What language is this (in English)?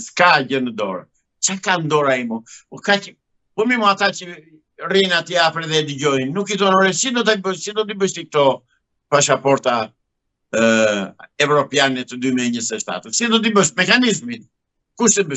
Albanian